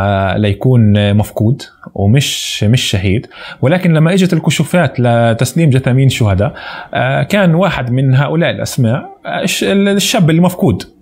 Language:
North Levantine Arabic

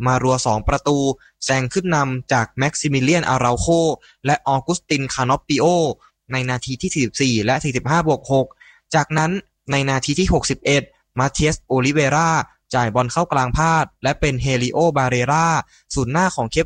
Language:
Thai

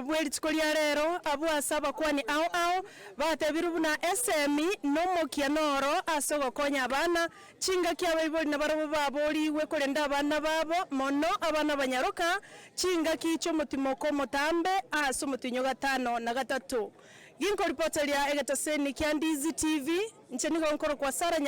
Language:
Gusii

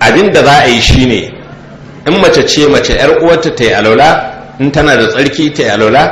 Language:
Hausa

